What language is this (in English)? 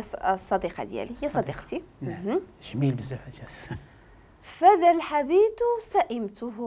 Moroccan Arabic